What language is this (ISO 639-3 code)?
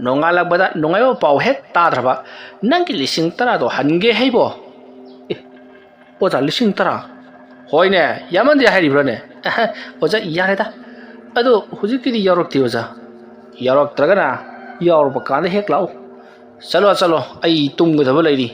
mni